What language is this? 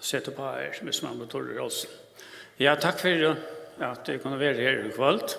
Faroese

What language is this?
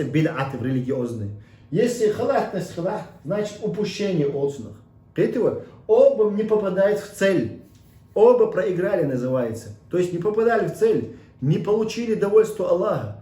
Chechen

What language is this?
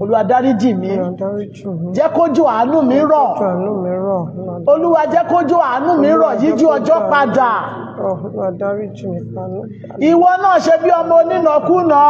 Yoruba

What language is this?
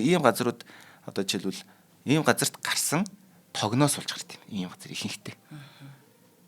Mongolian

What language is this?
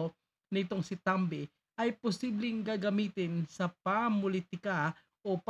Filipino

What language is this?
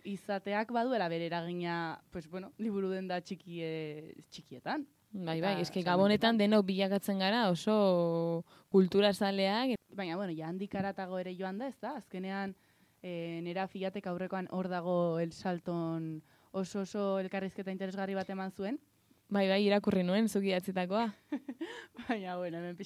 Basque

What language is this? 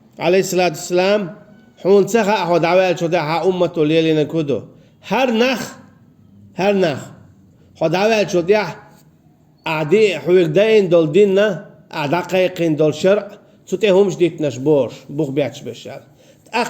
Chechen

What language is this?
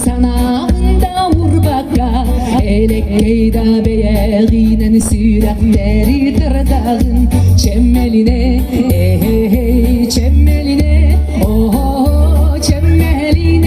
Yakut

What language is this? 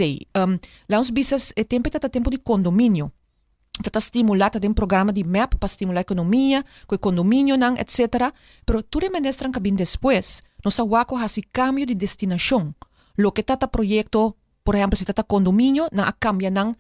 Papiamento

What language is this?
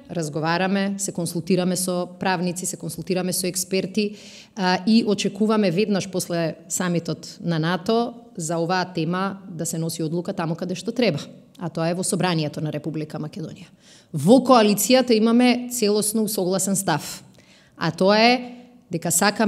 Macedonian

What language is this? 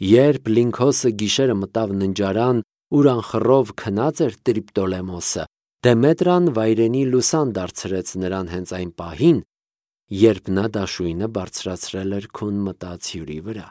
Armenian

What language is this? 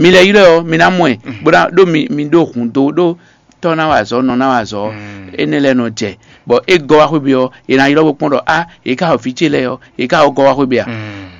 Fon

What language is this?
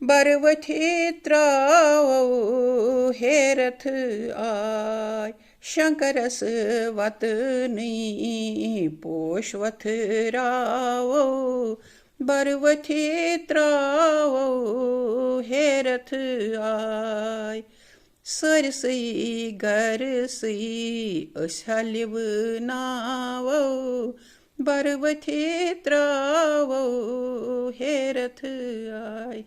Kashmiri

